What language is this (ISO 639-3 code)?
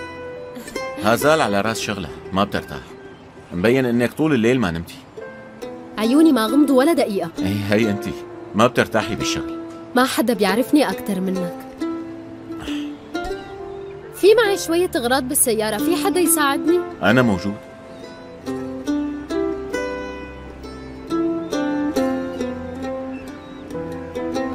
apc